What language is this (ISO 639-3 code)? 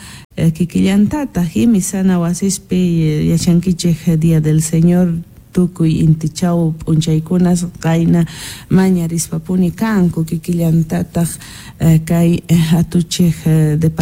que